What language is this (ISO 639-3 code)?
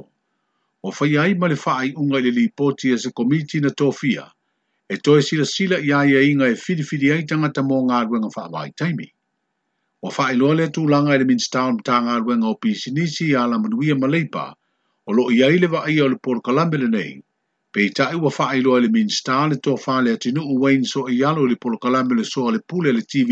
smo